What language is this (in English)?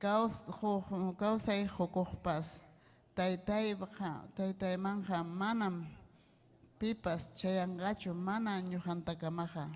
Ayacucho Quechua